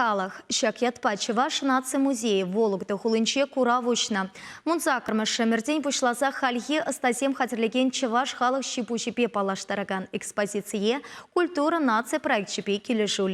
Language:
Chuvash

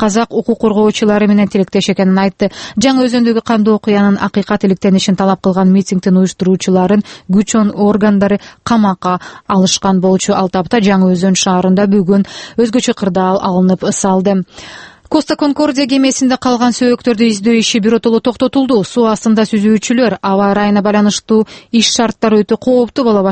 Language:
Kyrgyz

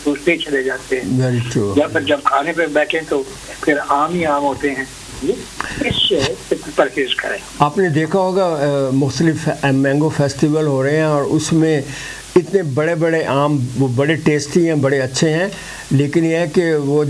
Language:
Urdu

